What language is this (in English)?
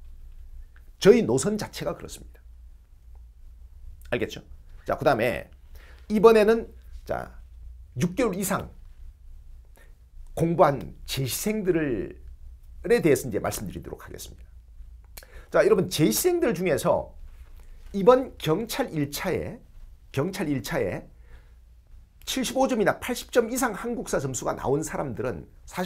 Korean